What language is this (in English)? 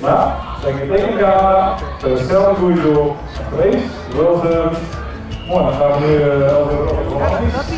Western Frisian